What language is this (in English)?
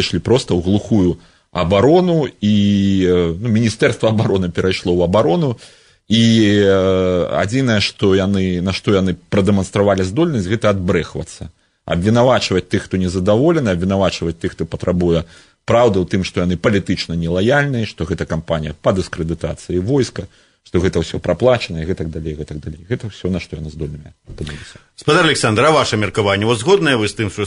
Belarusian